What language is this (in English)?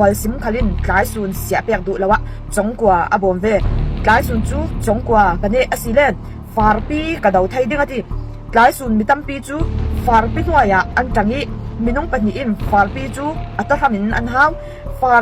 Falam Chin